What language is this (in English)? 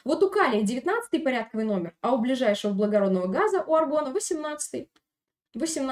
Russian